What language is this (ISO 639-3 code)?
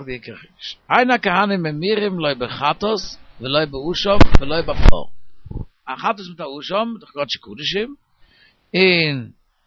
yid